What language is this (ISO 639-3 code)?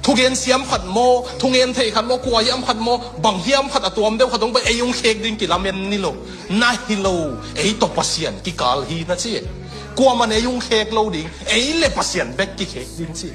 ctd